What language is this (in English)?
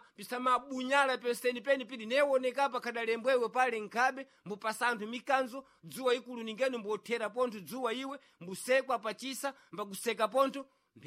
Sena